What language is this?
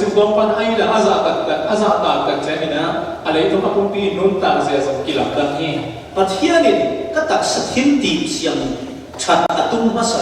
Falam Chin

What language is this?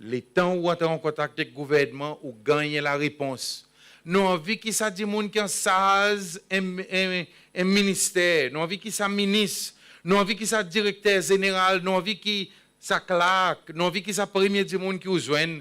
Seselwa Creole French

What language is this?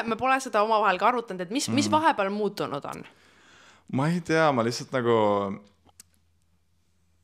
Estonian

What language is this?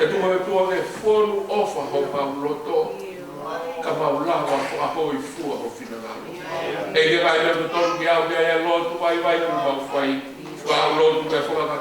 Tongan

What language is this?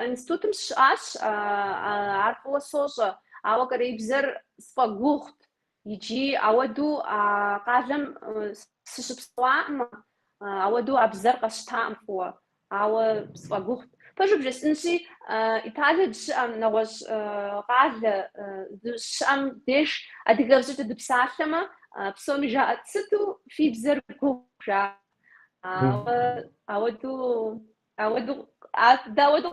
Kabardian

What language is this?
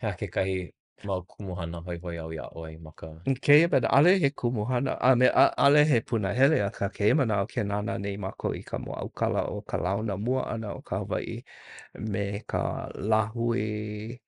Hawaiian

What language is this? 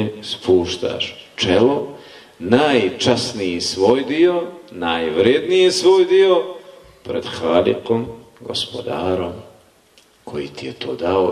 Bosnian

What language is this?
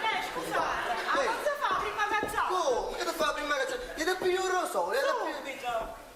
Neapolitan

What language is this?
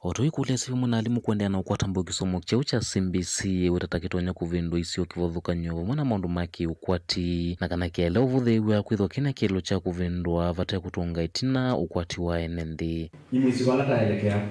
Kamba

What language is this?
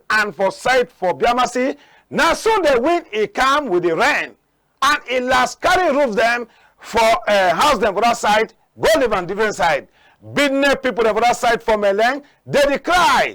Cameroon Pidgin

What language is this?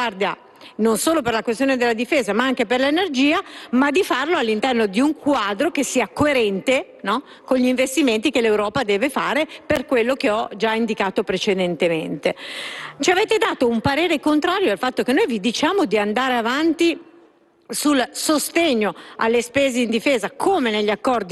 Italian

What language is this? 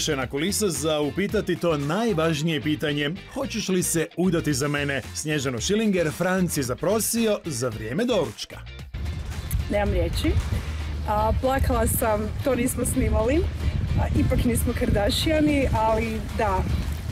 Croatian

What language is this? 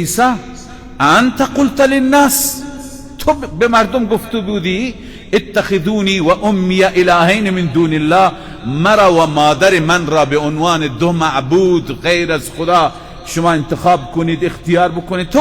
Persian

